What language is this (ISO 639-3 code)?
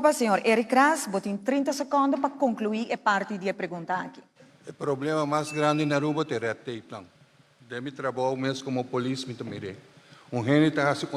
pap